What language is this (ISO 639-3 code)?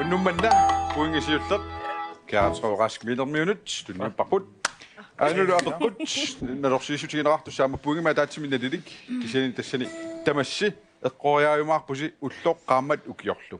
kal